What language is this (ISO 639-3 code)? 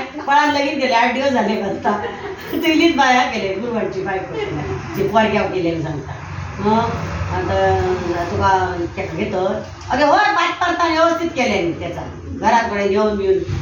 kok